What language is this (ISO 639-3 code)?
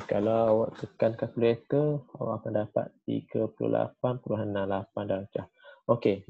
msa